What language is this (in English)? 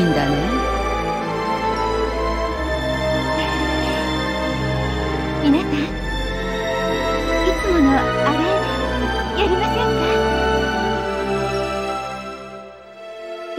Japanese